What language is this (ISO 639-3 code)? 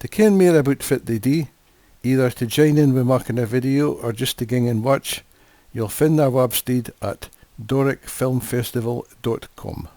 sco